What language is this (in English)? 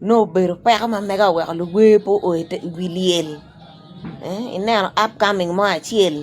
Acoli